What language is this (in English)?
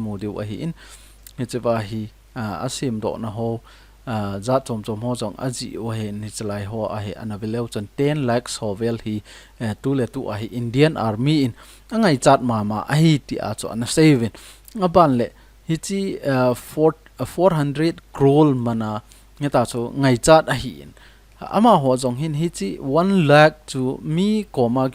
Thado Chin